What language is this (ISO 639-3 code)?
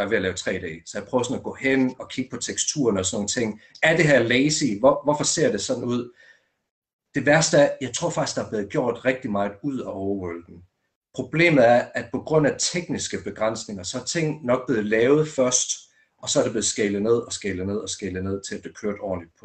dan